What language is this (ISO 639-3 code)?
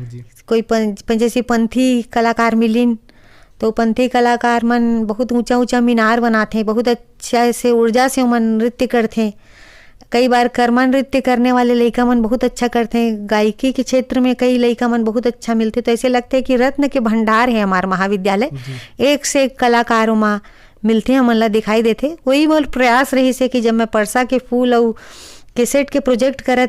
hne